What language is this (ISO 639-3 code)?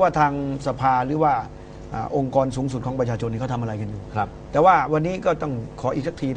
tha